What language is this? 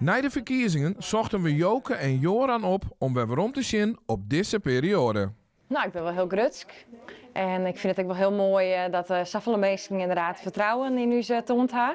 Western Frisian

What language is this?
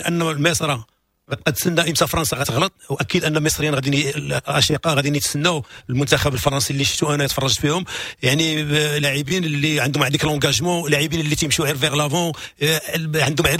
Moroccan Arabic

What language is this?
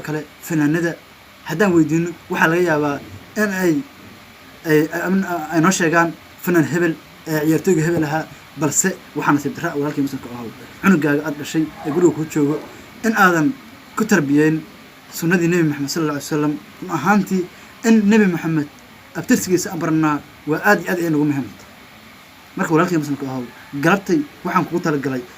Somali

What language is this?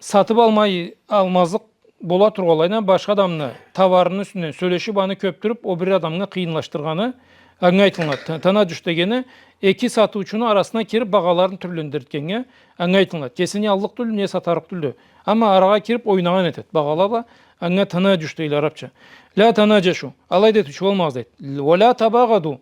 Karachay-Balkar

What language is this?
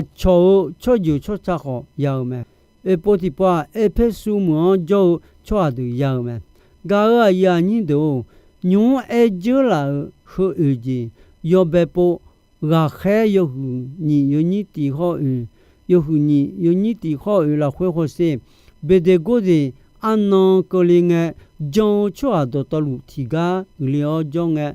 Akha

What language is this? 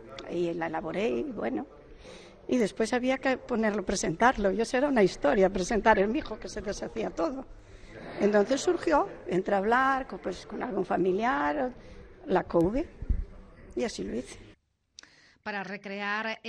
Galician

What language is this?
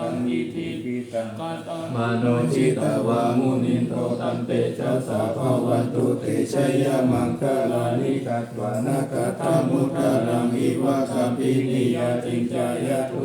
Pali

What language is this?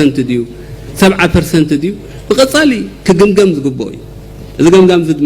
Tigrinya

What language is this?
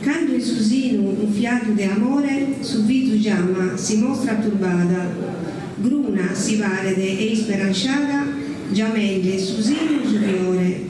Sardinian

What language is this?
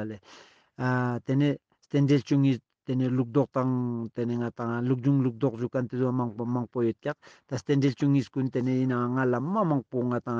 Ladakhi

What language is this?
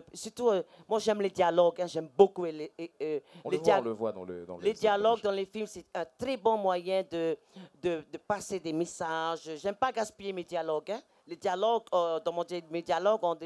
French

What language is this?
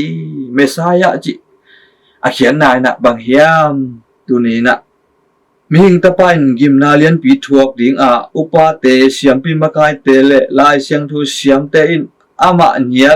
Tedim Chin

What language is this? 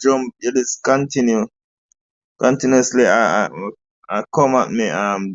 Jamaican Creole English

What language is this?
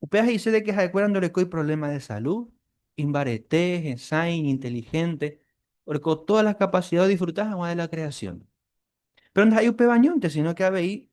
Guarani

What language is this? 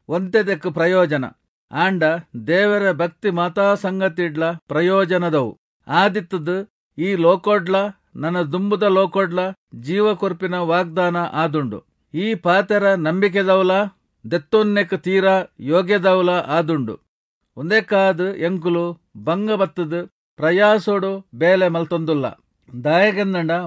Tulu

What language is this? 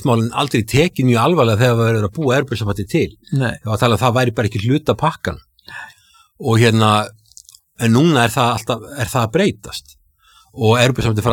Icelandic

